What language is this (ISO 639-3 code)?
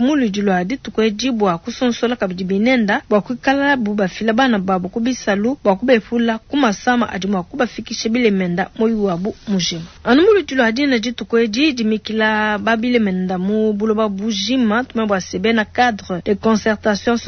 lua